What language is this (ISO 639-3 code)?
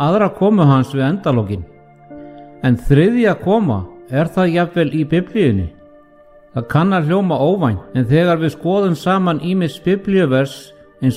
isl